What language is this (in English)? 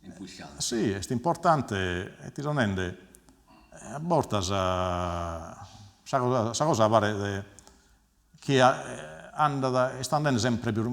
Sardinian